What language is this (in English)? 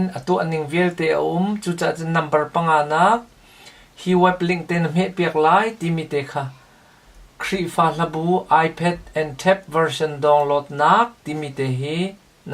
Hakha Chin